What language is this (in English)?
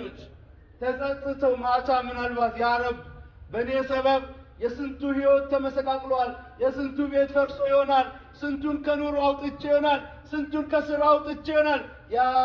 Amharic